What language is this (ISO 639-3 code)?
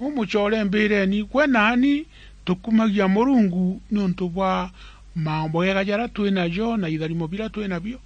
mer